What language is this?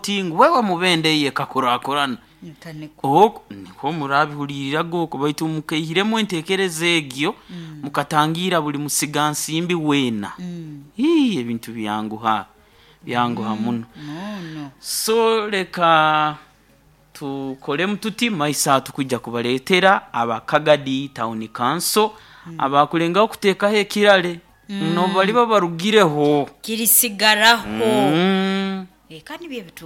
Nyoro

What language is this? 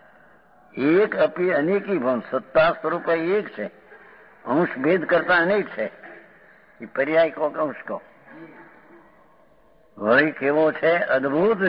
Gujarati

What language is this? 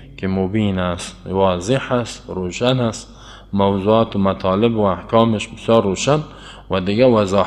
Persian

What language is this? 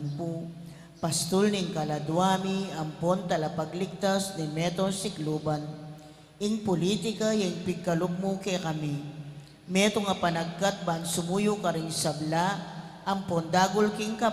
Pampanga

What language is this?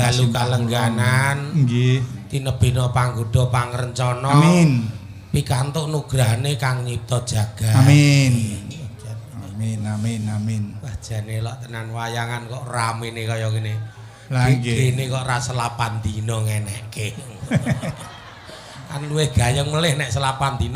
Javanese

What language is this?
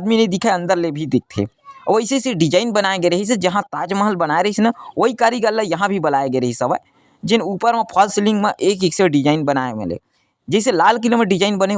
Chhattisgarhi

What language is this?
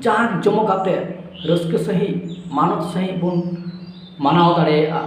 Santali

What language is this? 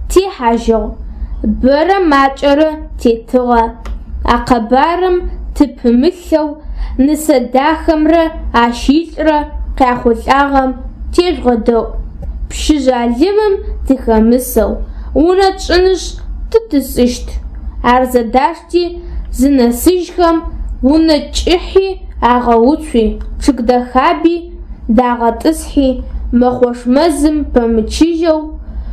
Adyghe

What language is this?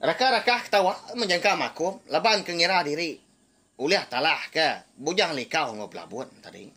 Iban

